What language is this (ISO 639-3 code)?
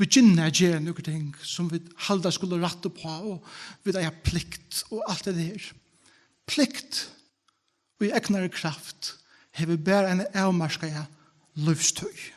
fao